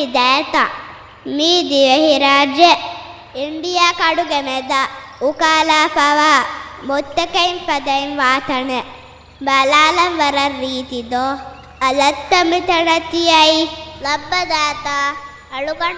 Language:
Divehi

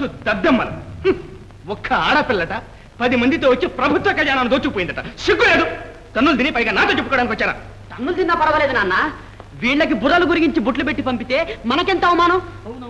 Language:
Telugu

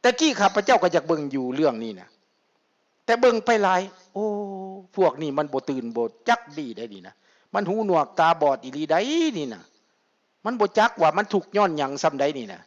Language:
Lao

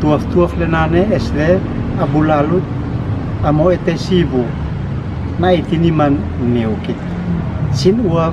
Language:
Uab Meto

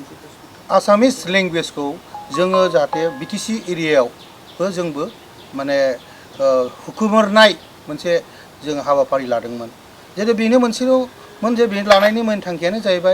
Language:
Bodo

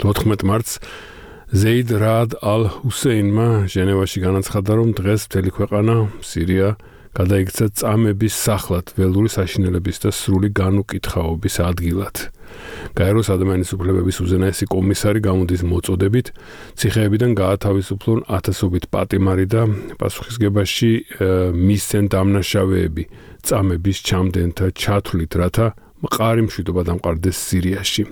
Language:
Georgian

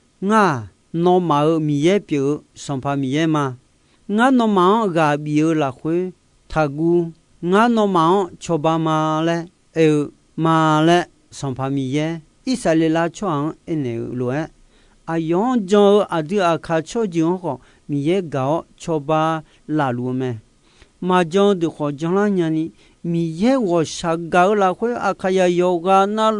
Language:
Akha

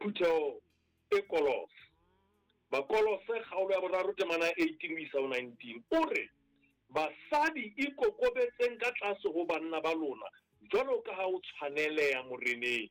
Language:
Southern Sotho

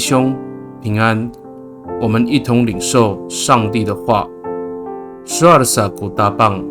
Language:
Amis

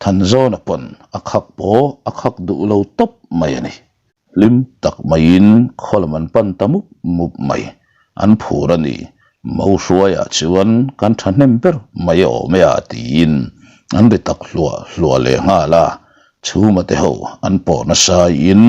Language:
Mizo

